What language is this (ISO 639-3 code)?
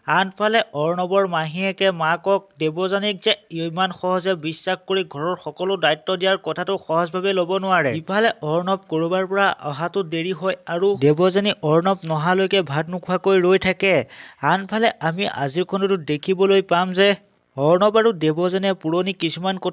asm